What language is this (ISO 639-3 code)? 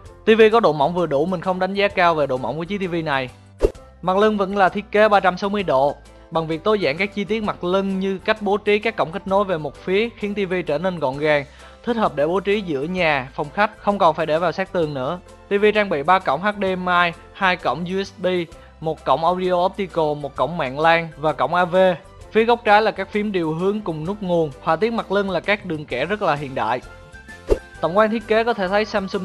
vie